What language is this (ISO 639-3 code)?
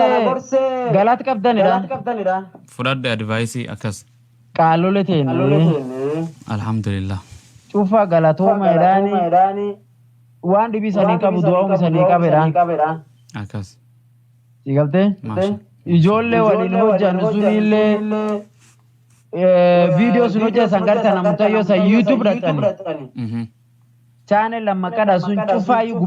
orm